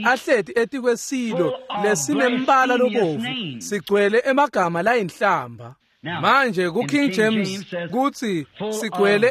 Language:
Swati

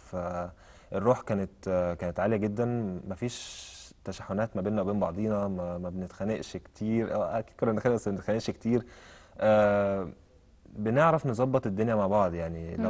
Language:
Egyptian Arabic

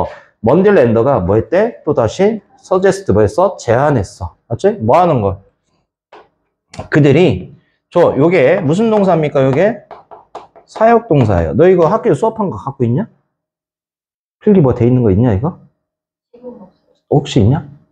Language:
Korean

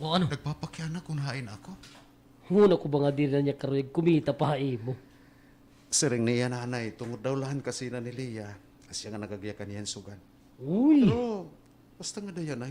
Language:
Waray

